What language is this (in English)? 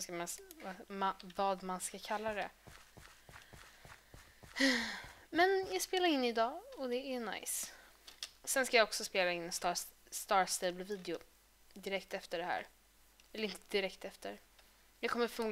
Swedish